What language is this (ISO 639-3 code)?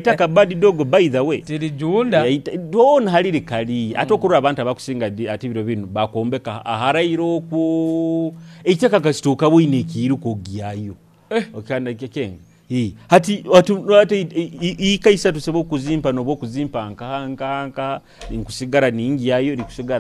nyo